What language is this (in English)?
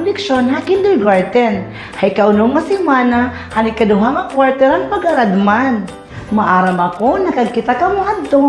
Waray